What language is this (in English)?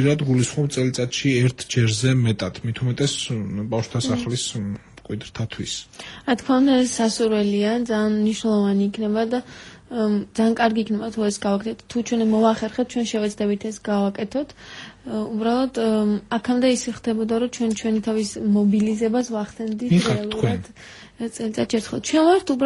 Georgian